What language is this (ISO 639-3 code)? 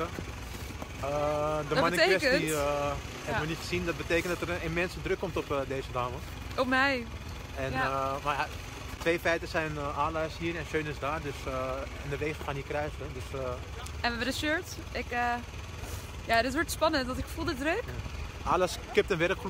nld